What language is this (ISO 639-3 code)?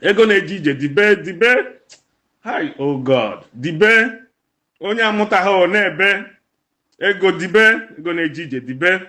ibo